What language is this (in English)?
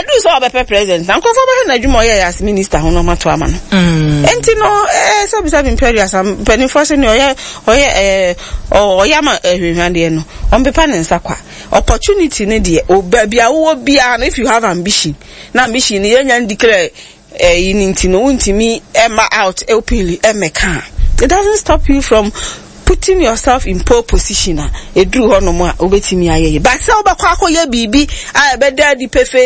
Akan